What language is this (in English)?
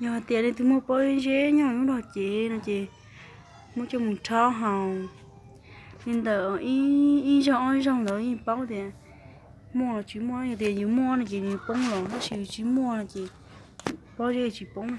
Hmong